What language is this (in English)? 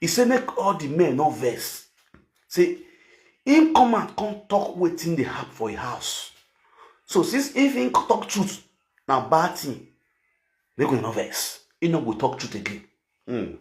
Nigerian Pidgin